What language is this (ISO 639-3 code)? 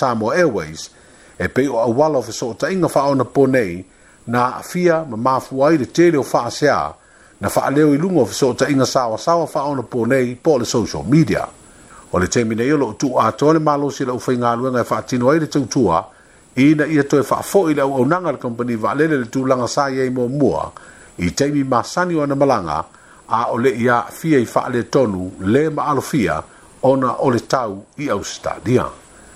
smo